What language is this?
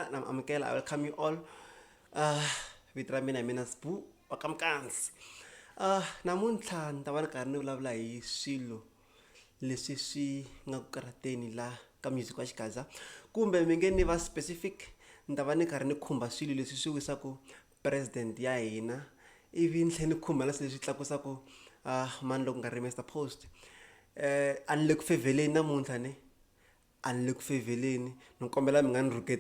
Tsonga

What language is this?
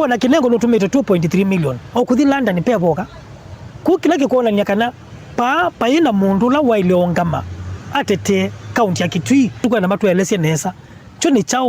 Kamba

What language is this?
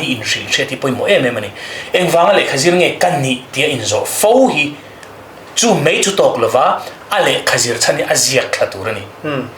Mizo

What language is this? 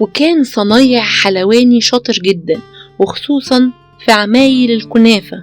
Egyptian Arabic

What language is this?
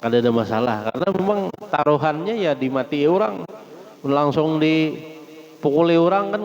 Banjar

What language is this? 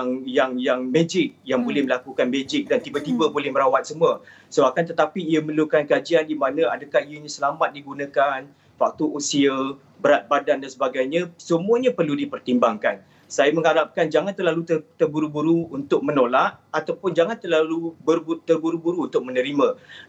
Malay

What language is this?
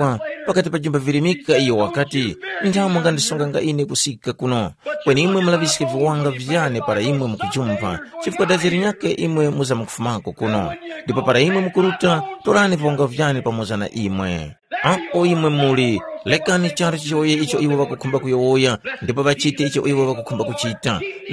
Tumbuka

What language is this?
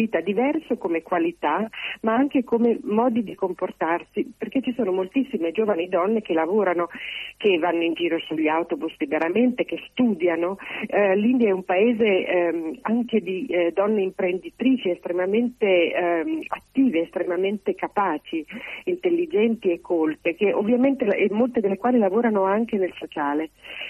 Italian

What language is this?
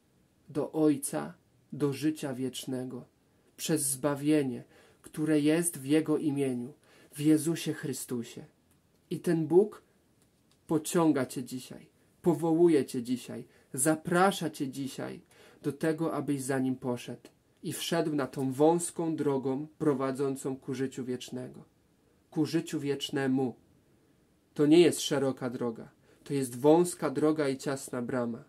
Polish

